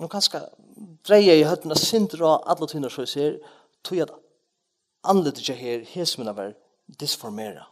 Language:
Faroese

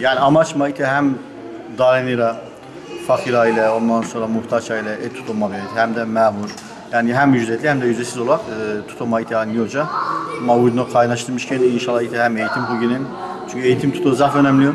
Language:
Zaza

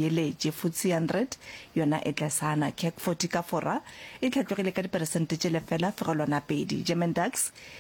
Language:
Northern Sotho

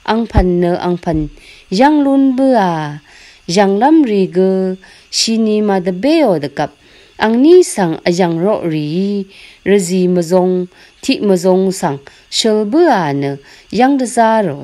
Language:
Rawang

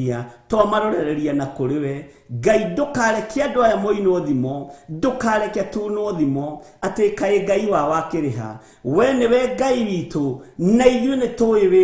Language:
Kikuyu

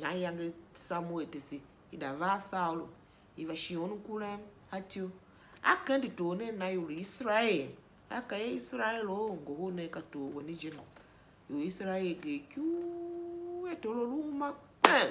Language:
Tiv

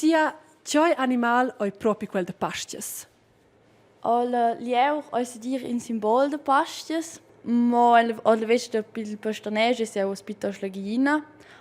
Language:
Romansh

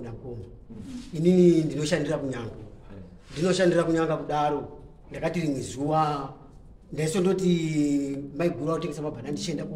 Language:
Shona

